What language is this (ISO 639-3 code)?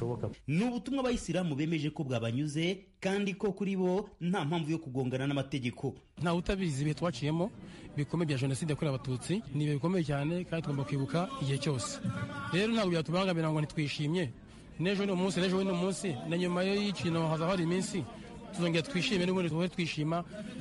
kin